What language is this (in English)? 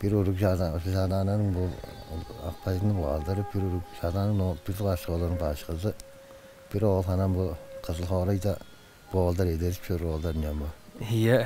Tuvinian